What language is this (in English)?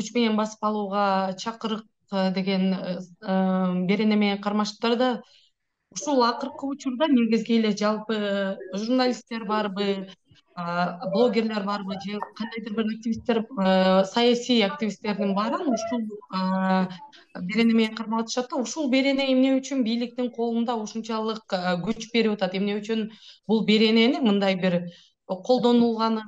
Kyrgyz